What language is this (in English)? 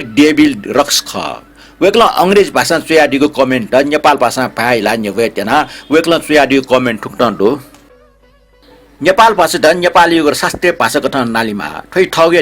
Newari